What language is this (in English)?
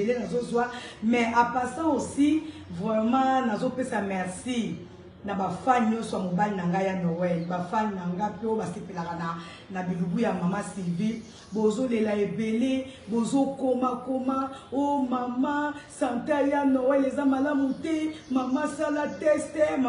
Lingala